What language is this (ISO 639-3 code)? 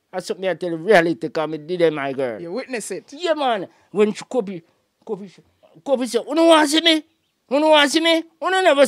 jam